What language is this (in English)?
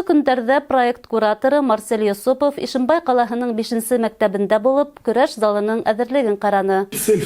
Bashkir